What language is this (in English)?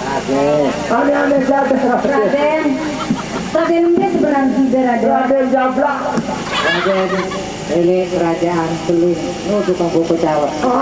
Sasak